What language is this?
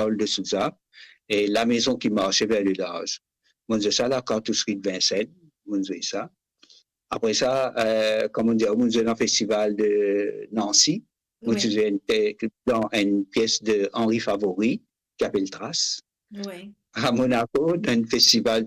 Morisyen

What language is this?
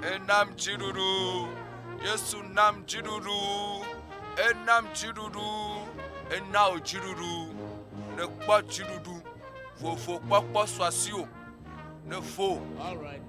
Ewe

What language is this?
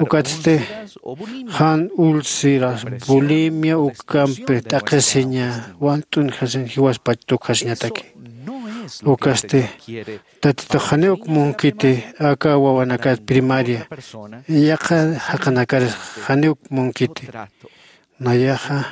Aymara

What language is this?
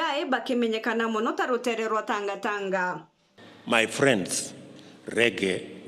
Meru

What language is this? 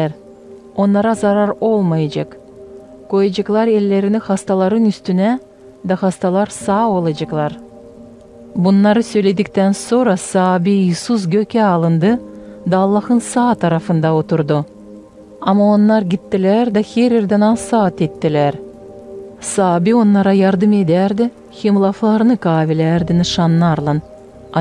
Gagauz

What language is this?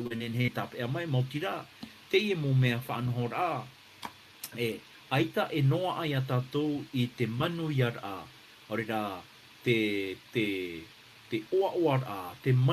Tahitian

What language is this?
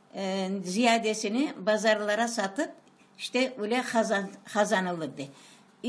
Crimean Tatar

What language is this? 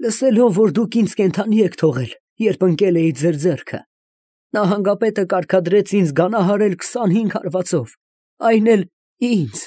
Armenian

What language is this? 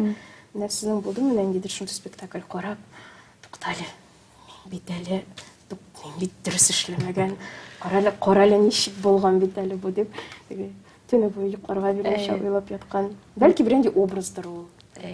Tatar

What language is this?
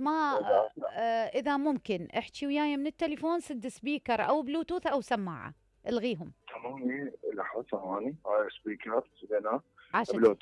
Mesopotamian Arabic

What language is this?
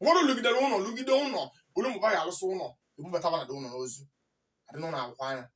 Igbo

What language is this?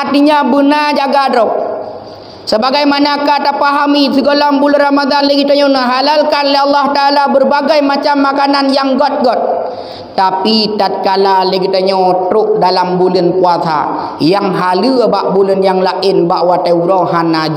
Achinese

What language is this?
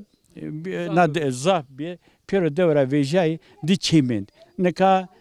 Zaza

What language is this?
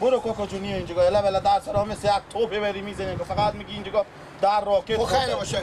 Persian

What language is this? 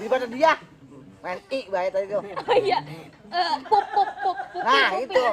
Betawi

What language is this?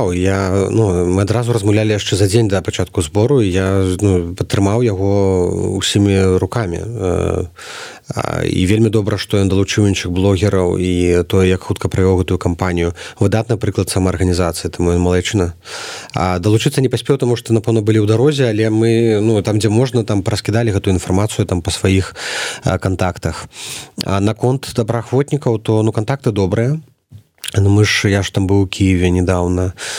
Belarusian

